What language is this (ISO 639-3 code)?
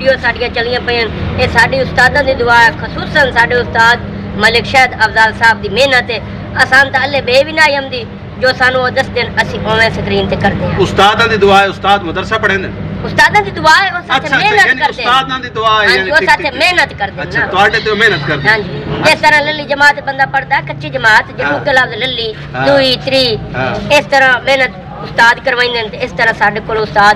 skr